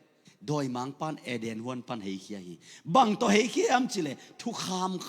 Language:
Tedim Chin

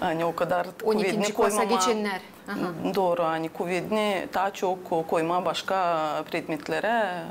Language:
Gagauz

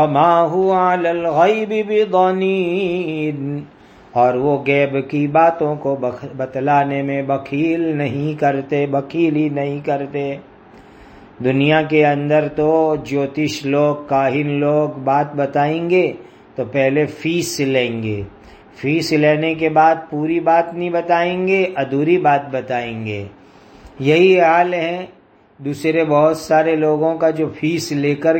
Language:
Urdu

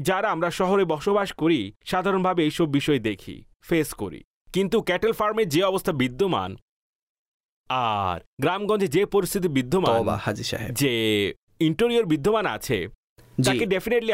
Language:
Bangla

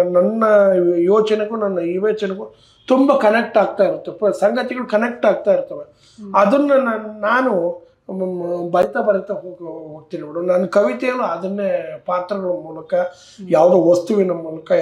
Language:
Kannada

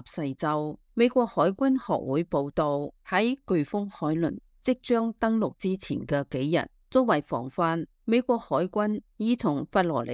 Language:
Cantonese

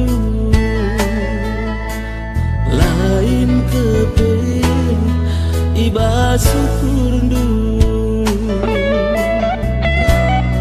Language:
Batak Karo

